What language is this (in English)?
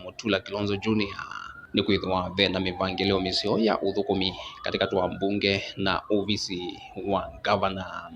Kamba